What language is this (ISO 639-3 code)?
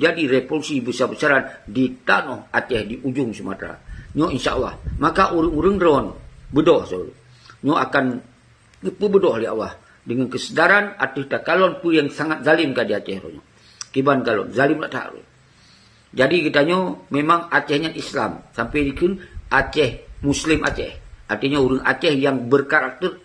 ace